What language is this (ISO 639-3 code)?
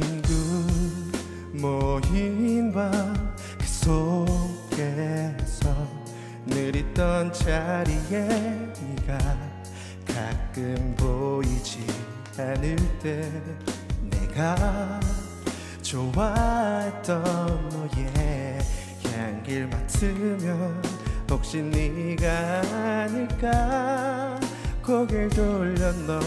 kor